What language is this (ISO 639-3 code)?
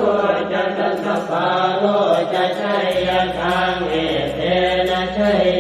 pli